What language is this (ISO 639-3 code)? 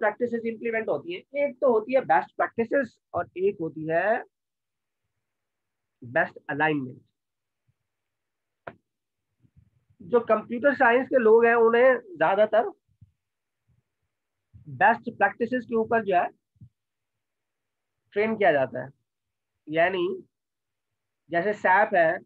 hin